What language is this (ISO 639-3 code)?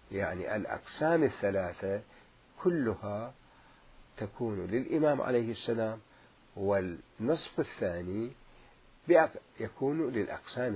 acm